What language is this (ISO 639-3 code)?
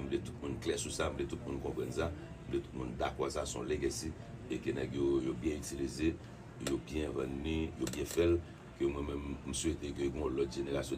hat